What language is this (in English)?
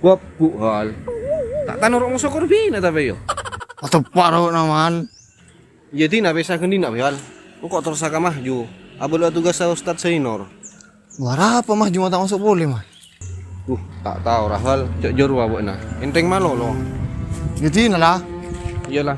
Madurese